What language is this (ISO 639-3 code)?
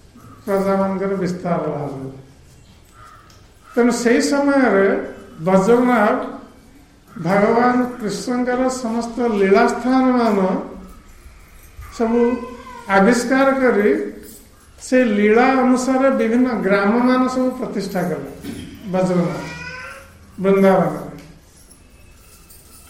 ori